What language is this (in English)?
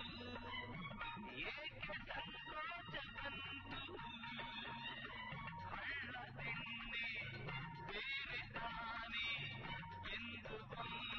Kannada